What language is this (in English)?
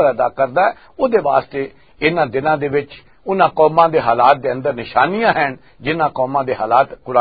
Western Panjabi